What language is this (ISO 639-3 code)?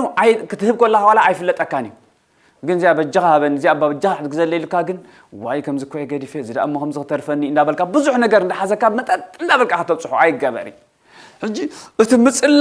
tir